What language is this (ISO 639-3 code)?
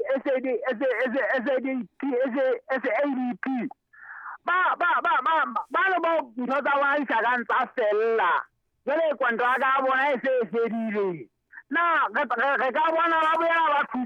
sot